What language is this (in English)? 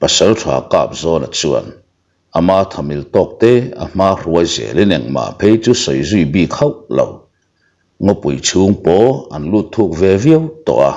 Mizo